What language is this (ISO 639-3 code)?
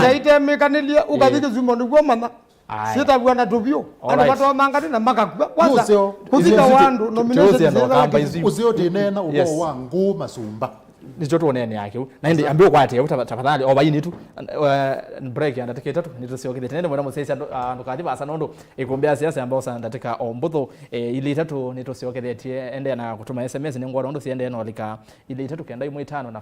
kam